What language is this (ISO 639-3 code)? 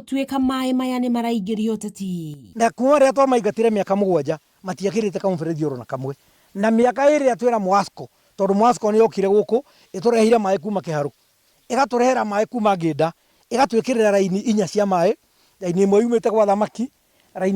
kik